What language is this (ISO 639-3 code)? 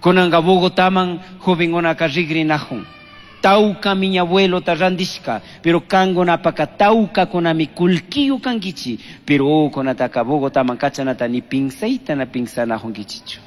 qug